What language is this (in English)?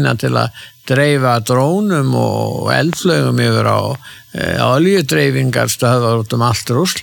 Icelandic